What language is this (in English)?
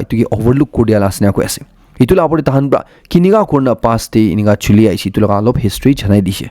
Naga Pidgin